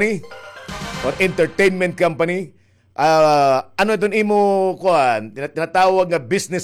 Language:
Waray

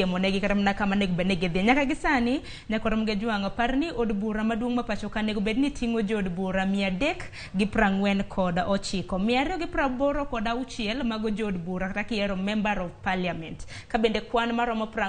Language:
Luo (Kenya and Tanzania)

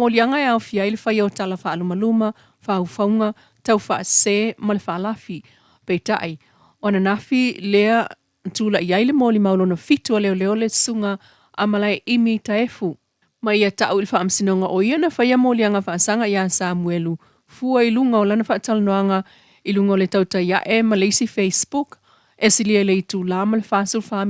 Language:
Samoan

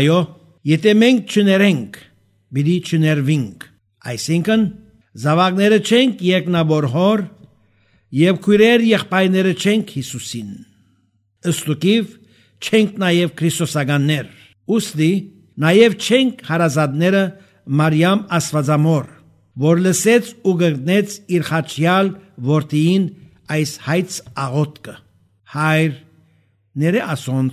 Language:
Armenian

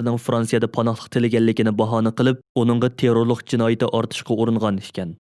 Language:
Uyghur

